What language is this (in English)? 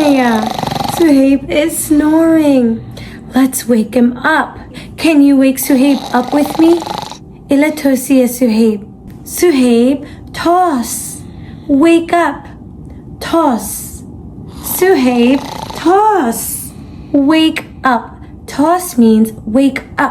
Somali